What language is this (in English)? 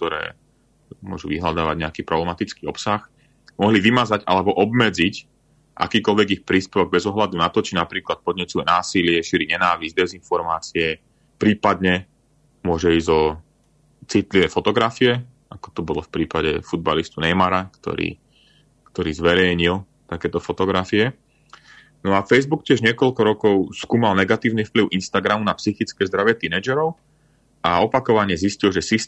Slovak